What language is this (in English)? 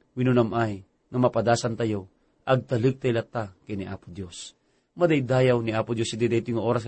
Iloko